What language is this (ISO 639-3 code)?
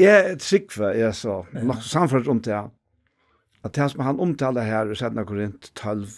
fao